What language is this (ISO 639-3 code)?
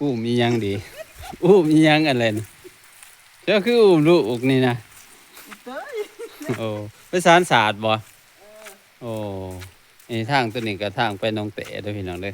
lao